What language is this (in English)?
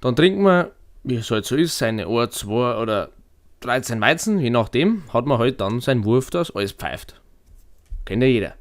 Bavarian